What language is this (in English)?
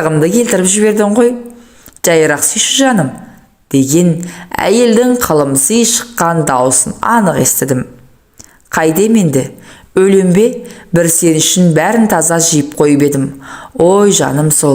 Kazakh